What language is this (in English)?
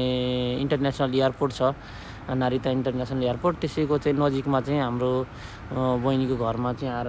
Nepali